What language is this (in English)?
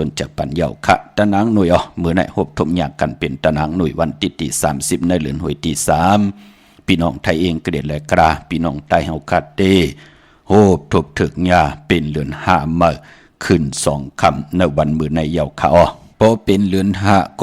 Shan